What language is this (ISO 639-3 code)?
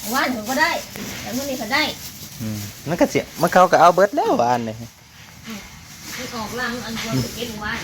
tts